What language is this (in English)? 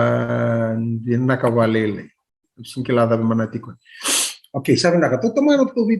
Fijian